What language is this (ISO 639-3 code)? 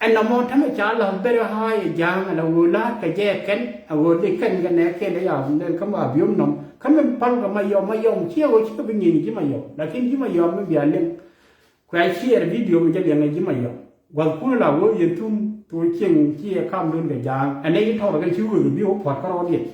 nus